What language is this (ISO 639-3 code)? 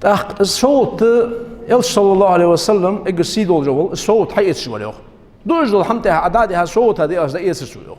inh